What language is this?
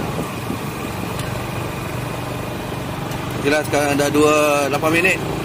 Malay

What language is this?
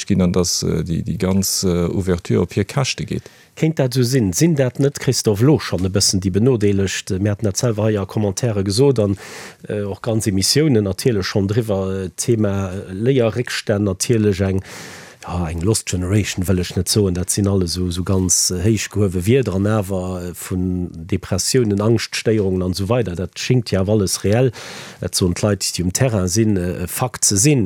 Luxembourgish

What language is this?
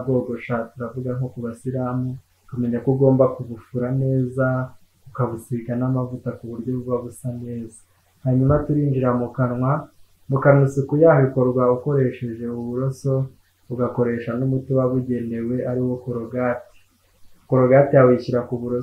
Kinyarwanda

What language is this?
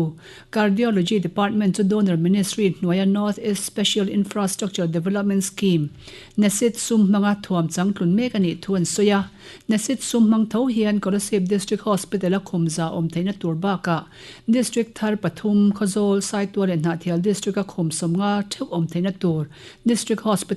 Mizo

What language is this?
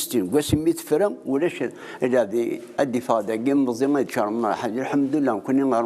Kabyle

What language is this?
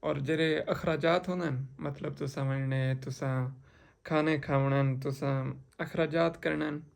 Saraiki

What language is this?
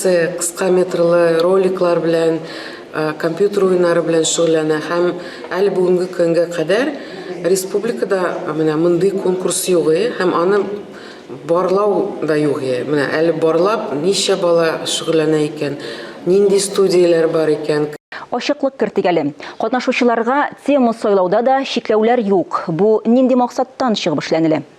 Tatar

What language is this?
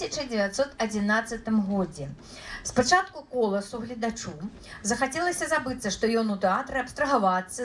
Belarusian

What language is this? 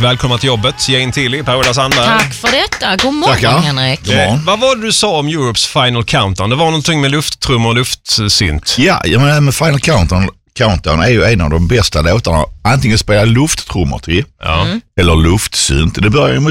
Swedish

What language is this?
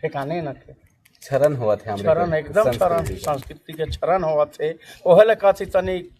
Sadri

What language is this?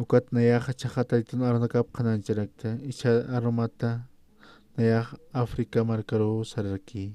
Aymara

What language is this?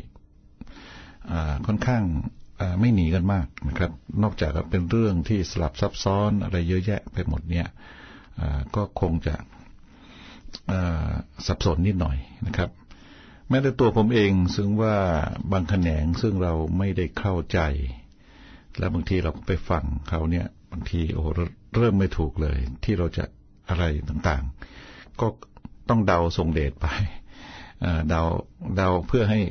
Thai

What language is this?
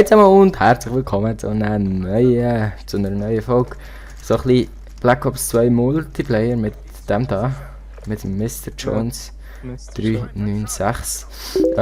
Swiss German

